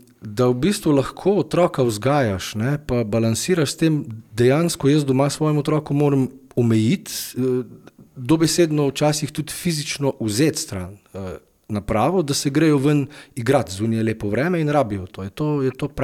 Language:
Slovenian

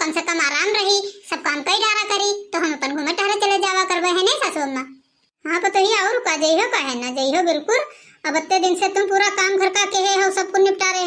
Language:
Awadhi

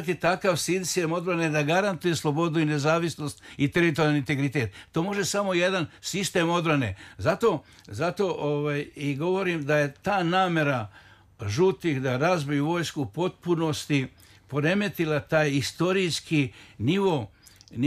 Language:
Serbian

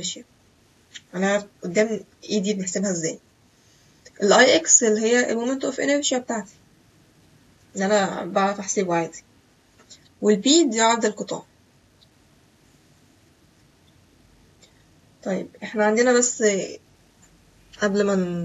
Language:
Egyptian Arabic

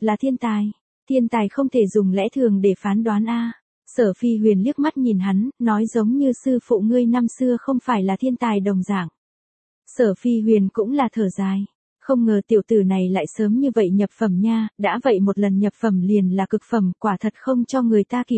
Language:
Vietnamese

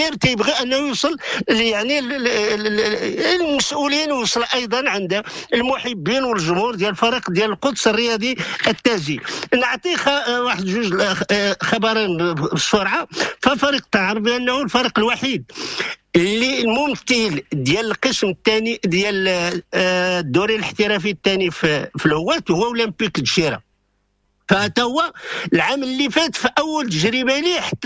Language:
Moroccan Arabic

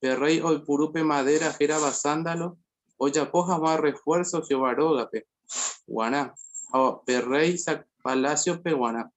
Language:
Guarani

